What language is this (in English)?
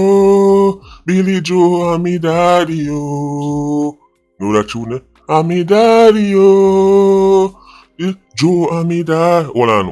Jamaican Creole English